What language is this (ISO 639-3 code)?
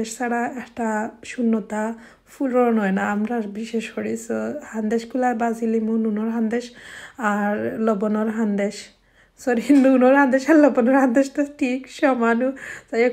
syl